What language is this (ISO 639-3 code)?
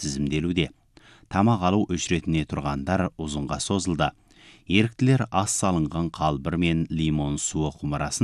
kaz